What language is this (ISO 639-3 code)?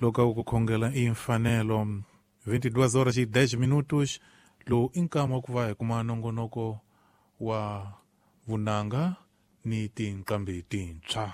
tso